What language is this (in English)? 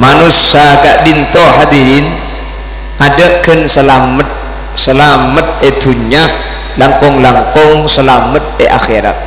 Madurese